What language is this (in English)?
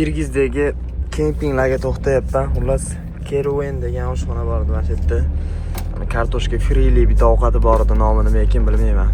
Uzbek